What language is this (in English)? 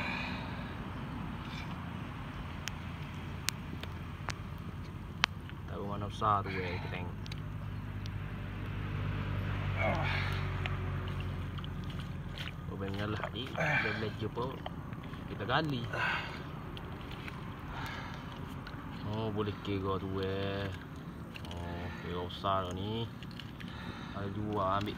Malay